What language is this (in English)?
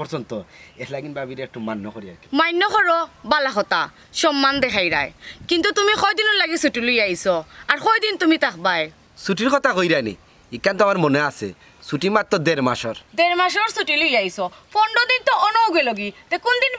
Sylheti